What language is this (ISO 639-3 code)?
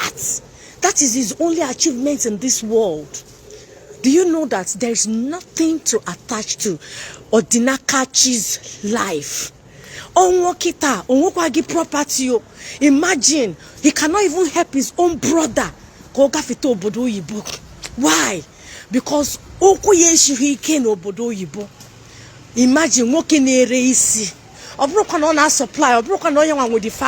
ibo